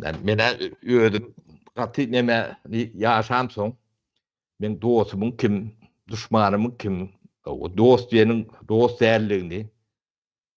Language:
Turkmen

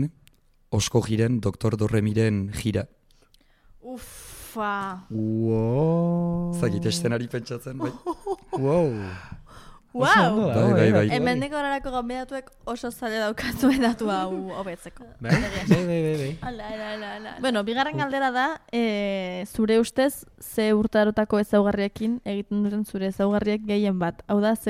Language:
Basque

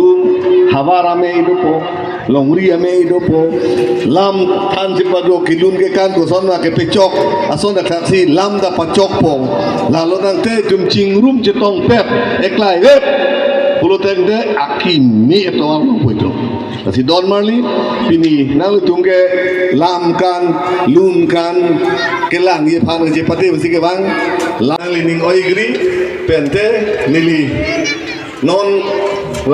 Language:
Karbi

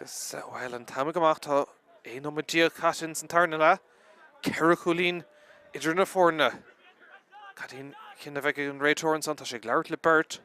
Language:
Irish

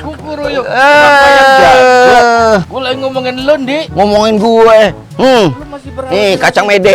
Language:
Betawi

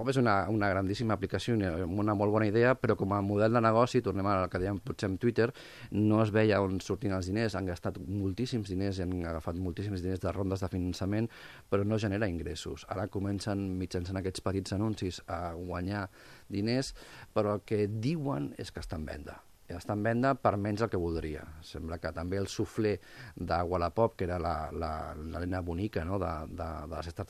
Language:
Catalan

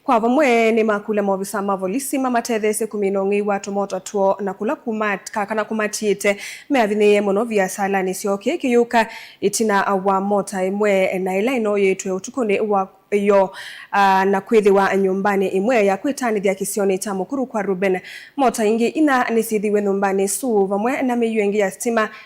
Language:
Kamba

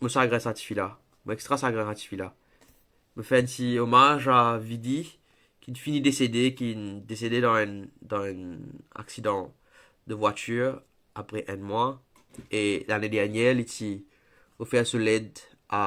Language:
Morisyen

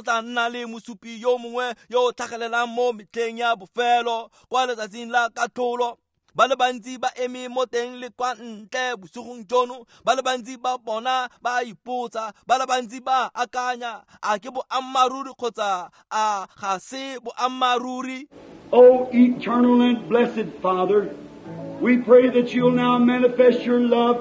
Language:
Tswana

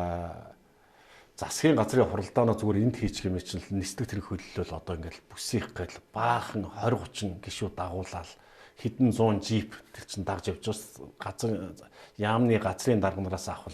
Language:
Mongolian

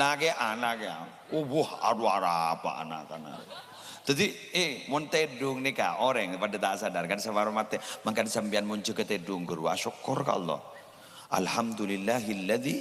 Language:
Madurese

